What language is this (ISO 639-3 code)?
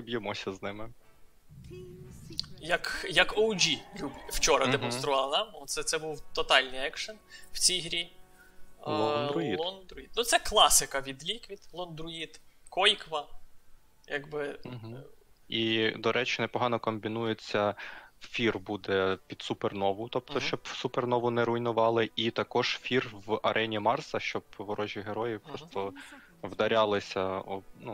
ukr